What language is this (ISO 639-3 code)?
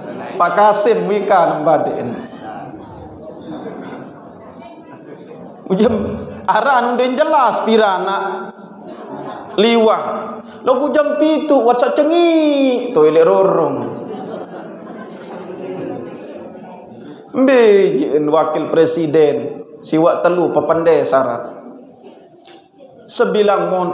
sas